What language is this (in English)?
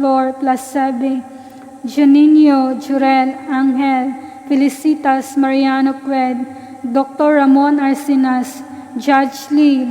Cebuano